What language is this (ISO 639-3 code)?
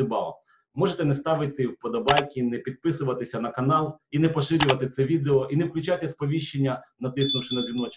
ukr